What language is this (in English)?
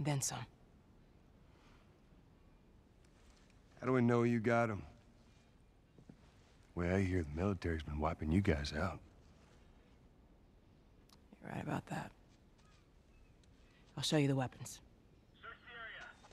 English